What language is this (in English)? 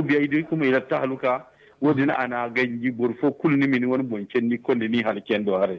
Zarma